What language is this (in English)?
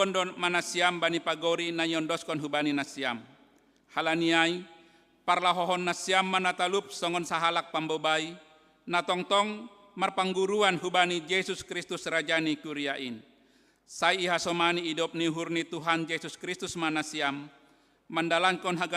Batak Simalungun